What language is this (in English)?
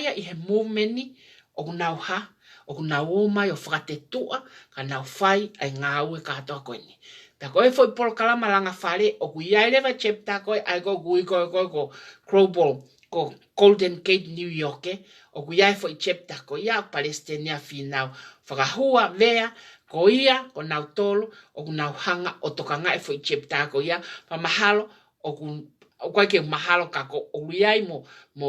Tongan